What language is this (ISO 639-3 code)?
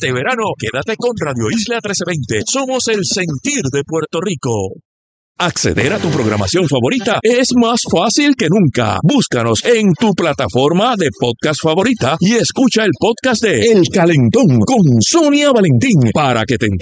spa